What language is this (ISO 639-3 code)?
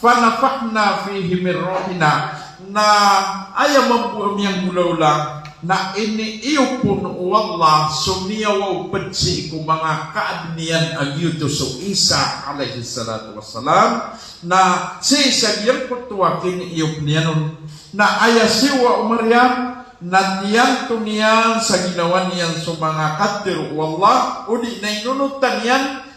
mrw